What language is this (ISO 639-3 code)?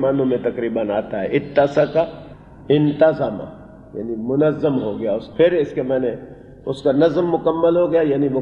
urd